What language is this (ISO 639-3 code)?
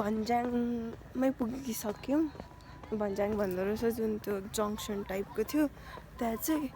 nep